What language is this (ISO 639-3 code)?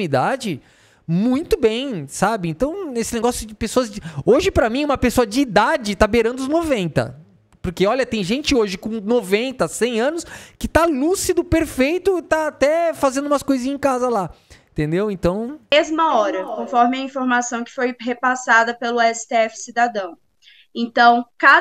por